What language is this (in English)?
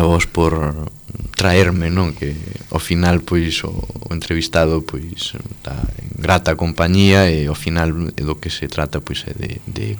Galician